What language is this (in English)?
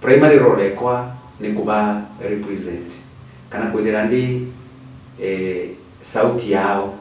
Meru